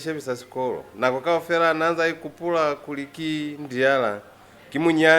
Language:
Lozi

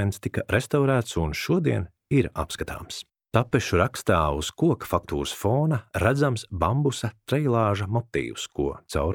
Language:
Latvian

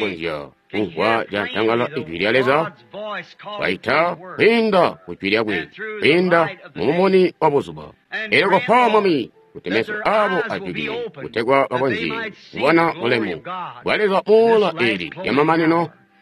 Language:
Tonga (Zambia)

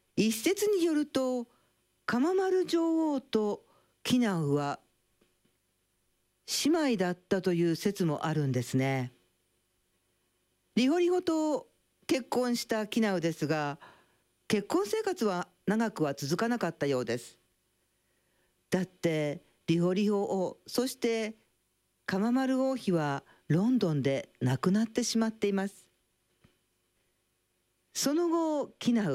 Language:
Japanese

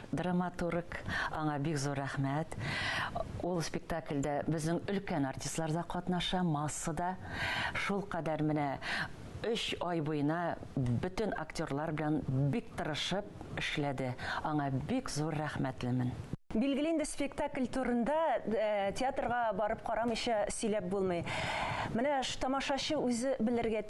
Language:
Tatar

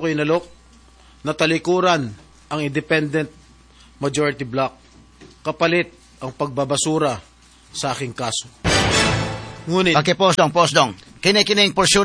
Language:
Filipino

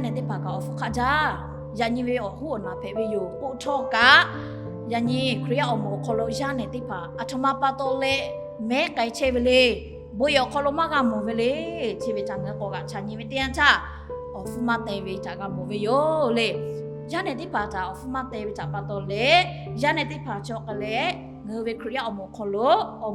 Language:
Lahu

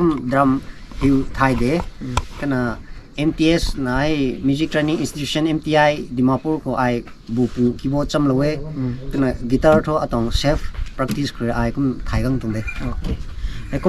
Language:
Rongmei Naga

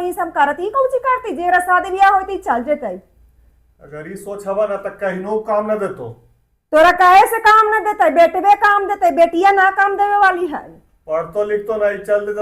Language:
Magahi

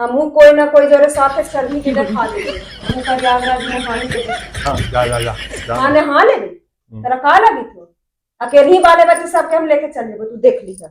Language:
Magahi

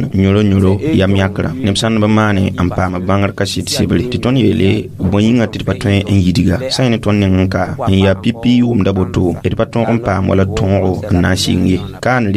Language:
Mossi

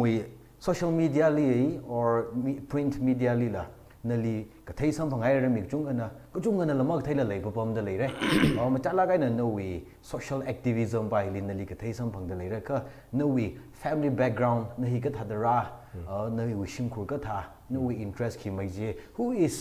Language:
Tangkhul Naga (India)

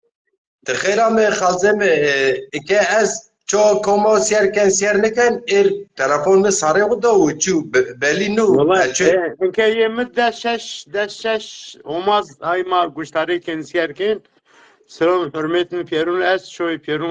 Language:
Zaza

